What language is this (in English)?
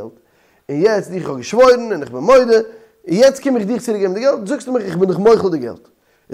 Yiddish